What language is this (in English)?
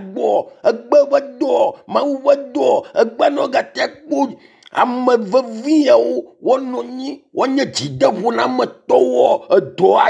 Ewe